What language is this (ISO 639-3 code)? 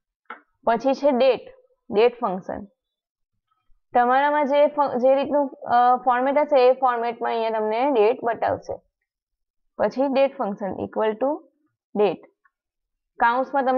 guj